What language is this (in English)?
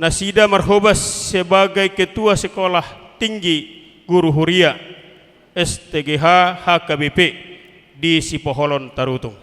Batak Toba